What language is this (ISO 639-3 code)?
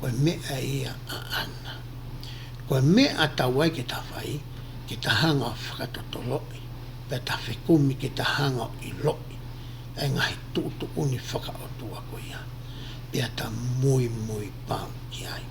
ton